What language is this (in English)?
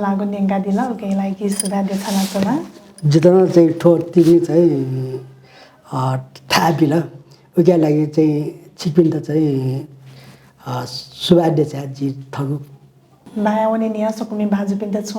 Newari